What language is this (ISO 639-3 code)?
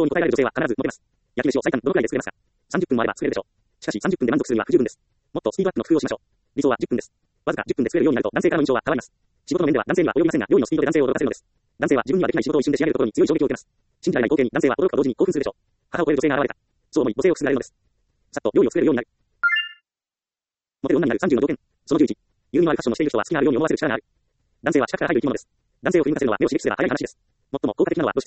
jpn